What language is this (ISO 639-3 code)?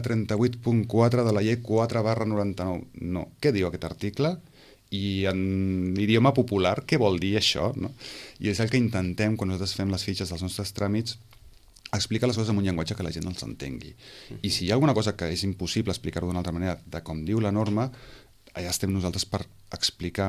cat